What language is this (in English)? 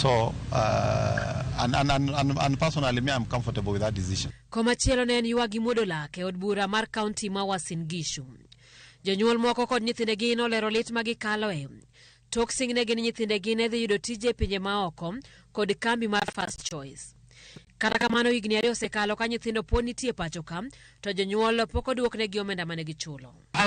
Luo (Kenya and Tanzania)